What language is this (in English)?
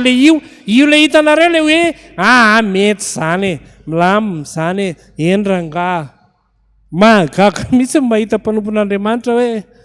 Malagasy